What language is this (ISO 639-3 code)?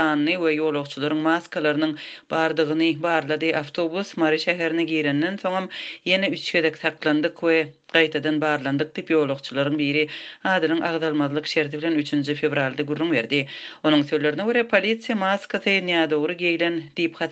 tuk